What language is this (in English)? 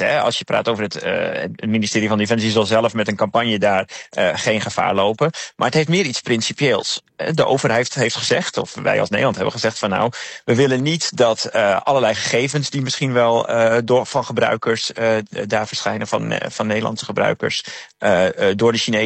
Dutch